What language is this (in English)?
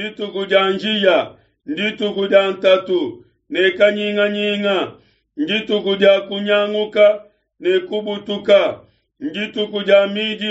Luba-Lulua